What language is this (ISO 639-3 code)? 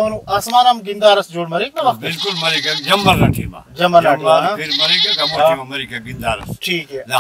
brh